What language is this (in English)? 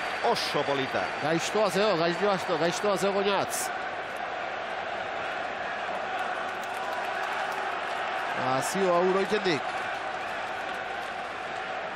Basque